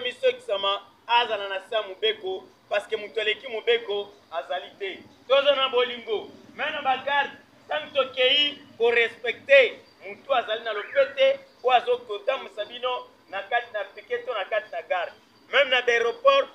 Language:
Lingala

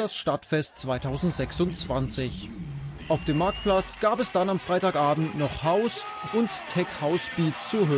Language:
German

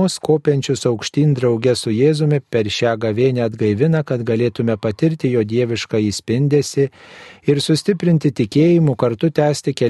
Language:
Lithuanian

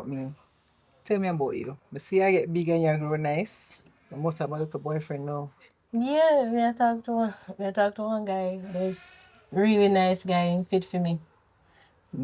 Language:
Jamaican Creole English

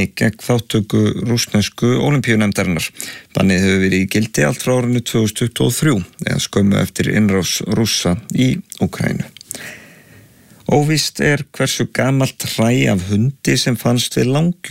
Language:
Icelandic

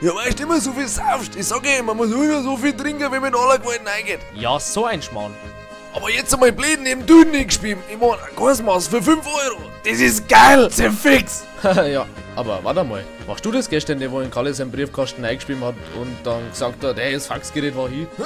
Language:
Bavarian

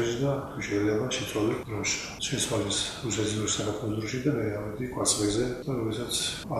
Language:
Georgian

